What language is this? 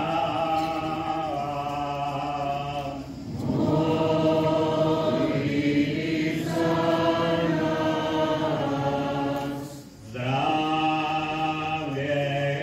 Croatian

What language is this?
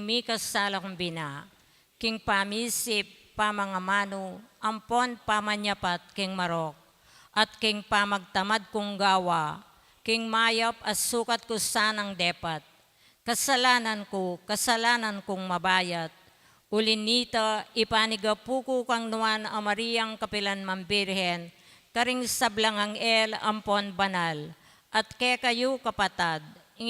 Pampanga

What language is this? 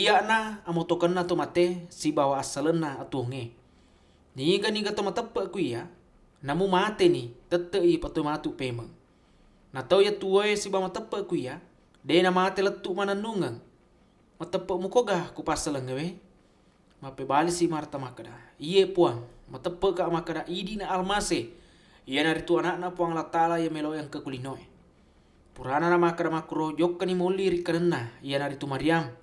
Buginese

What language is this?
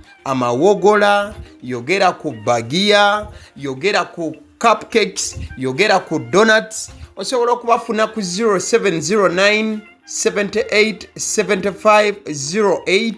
Ganda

